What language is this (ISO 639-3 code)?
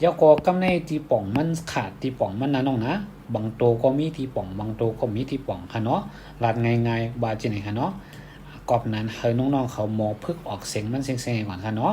shn